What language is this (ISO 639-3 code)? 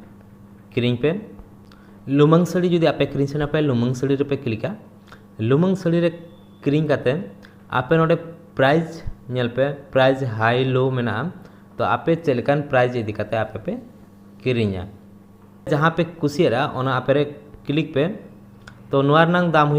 sat